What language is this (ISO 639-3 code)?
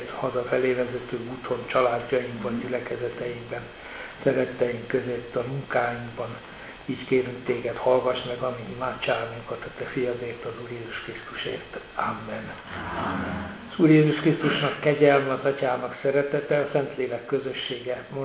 hun